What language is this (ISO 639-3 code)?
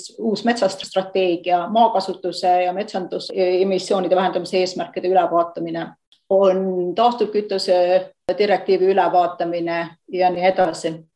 est